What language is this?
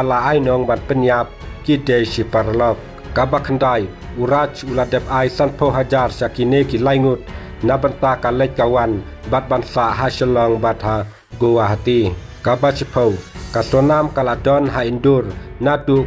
Khasi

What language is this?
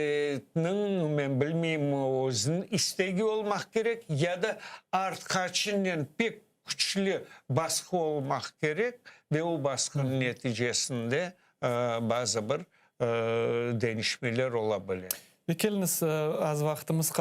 Crimean Tatar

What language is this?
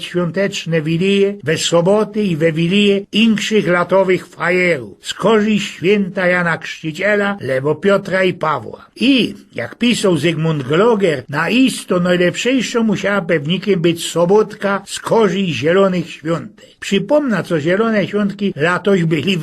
Silesian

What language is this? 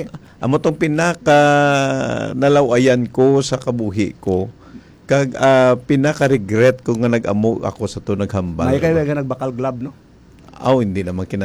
Hiligaynon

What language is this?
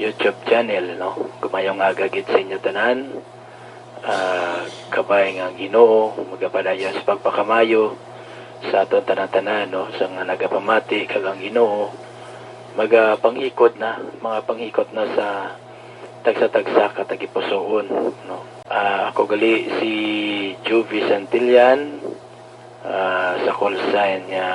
Hiligaynon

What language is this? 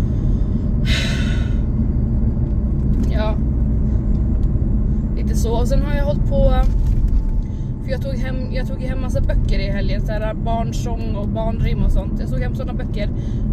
Swedish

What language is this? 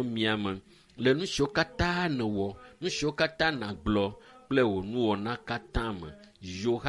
Ewe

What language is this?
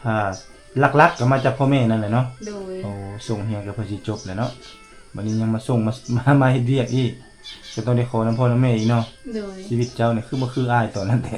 Lao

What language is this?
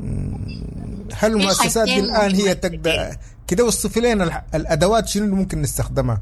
Sudanese Arabic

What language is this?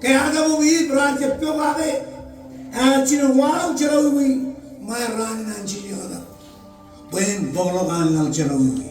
Marshallese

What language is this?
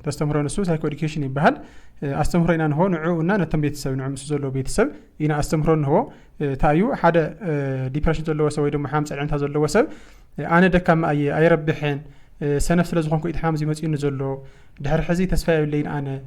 Tigrinya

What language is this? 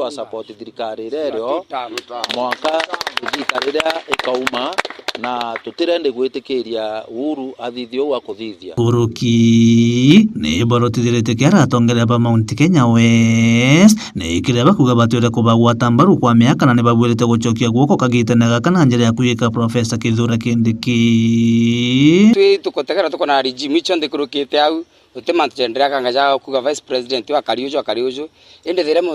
Meru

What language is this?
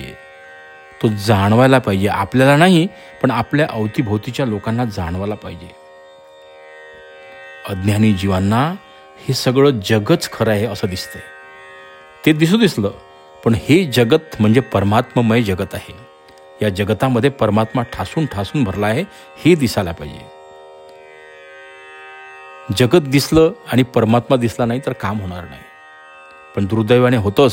Marathi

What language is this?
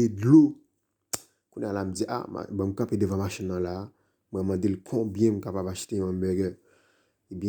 Haitian Creole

